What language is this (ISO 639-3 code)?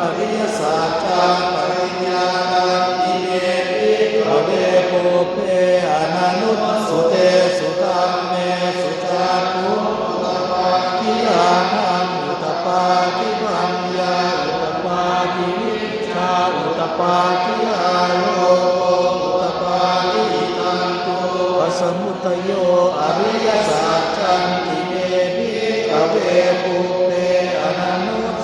pli